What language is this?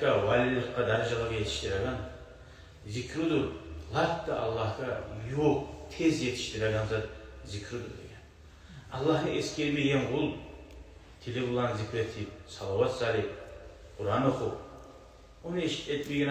Kumyk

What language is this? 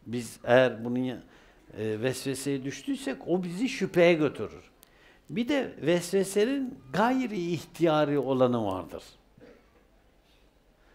Turkish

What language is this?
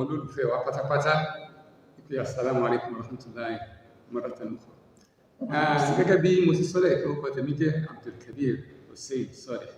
Yoruba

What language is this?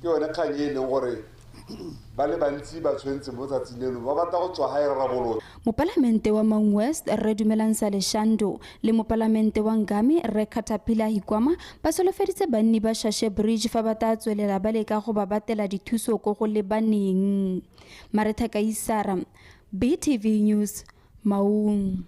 Tswana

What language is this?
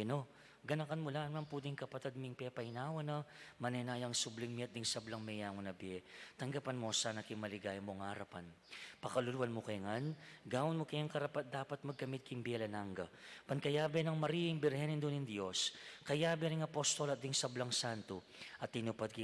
Pampanga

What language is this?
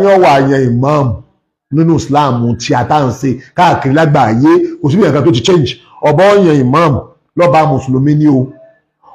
Yoruba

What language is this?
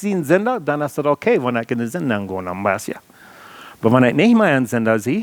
Plautdietsch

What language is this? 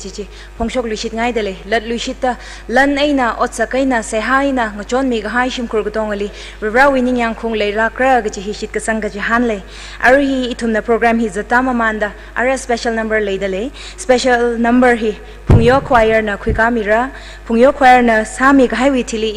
Tangkhul Naga (India)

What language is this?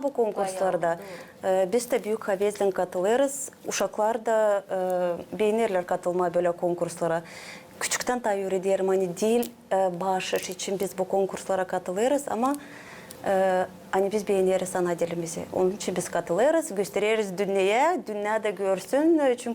Gagauz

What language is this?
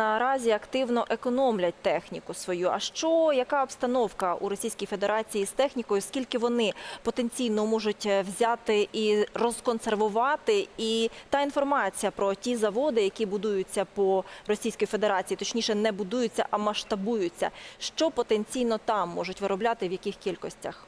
Ukrainian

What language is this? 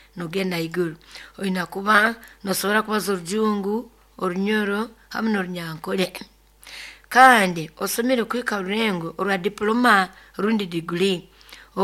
Nyoro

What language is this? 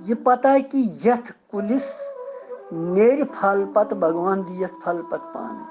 Kashmiri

